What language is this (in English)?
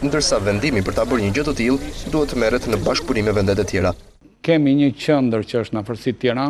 Albanian